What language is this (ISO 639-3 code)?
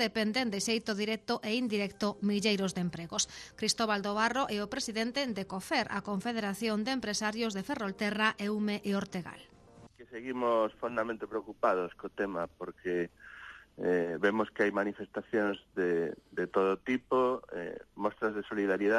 glg